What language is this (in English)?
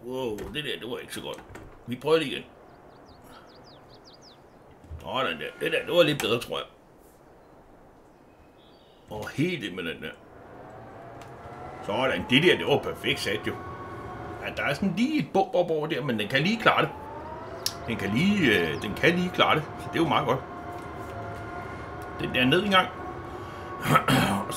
Danish